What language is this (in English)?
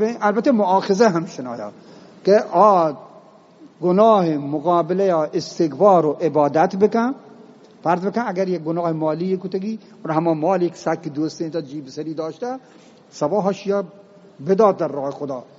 Eastern Balochi